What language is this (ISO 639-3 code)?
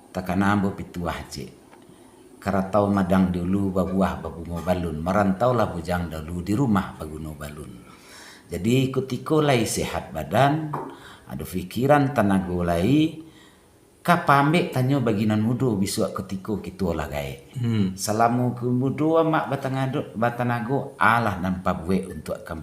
min